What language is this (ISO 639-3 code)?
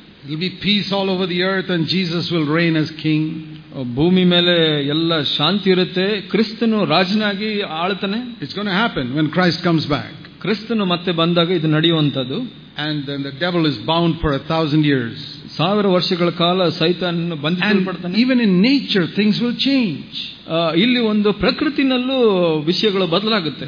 kan